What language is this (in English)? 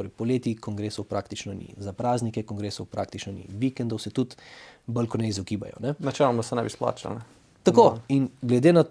Slovenian